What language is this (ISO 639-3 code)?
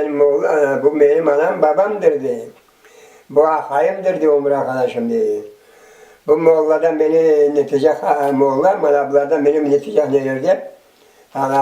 crh